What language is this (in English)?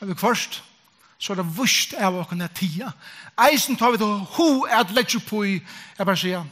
Faroese